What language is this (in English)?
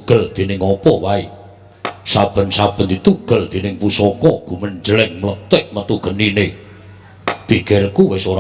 Javanese